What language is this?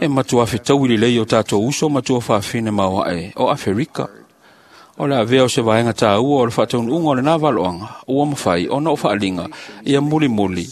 Samoan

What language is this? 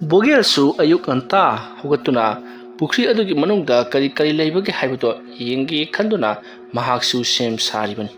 Manipuri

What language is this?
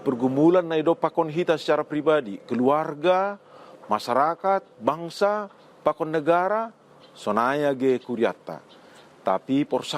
Batak Simalungun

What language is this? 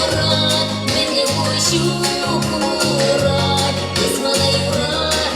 Chuvash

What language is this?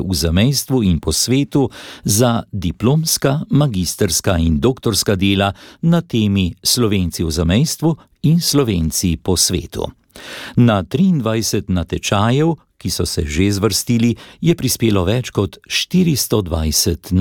Slovenian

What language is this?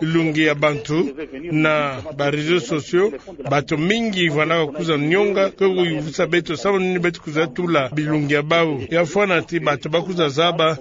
Kituba (Democratic Republic of Congo)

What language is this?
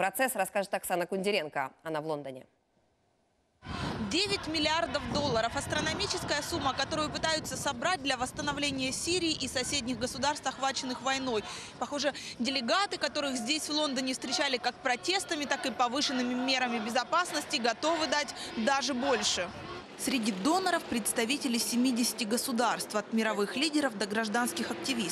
Russian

